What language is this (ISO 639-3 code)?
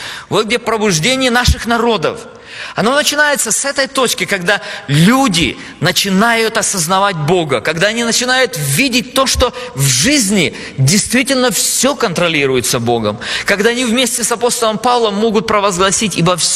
rus